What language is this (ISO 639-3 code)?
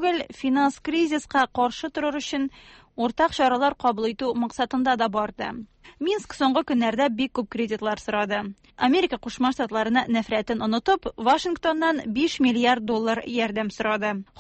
tat